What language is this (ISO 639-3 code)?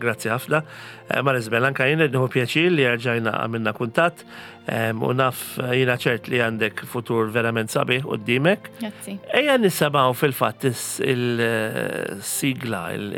mlt